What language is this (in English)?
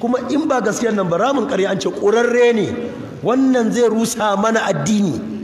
Hausa